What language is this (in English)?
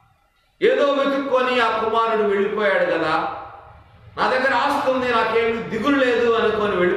Telugu